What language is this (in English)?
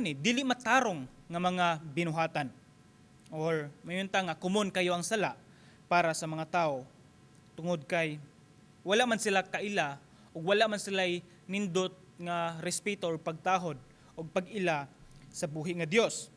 Cebuano